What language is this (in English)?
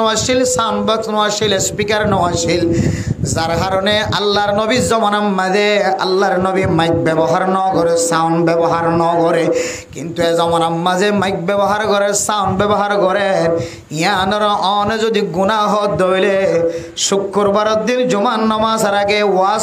Rohingya